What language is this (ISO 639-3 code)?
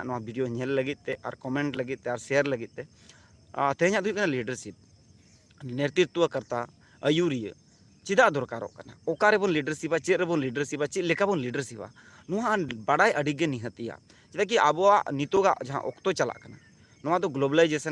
sat